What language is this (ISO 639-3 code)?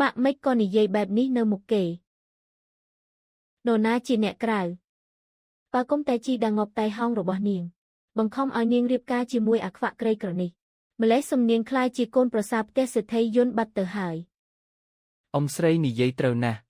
khm